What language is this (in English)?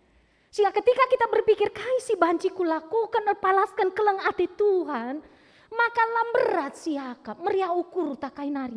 Batak Karo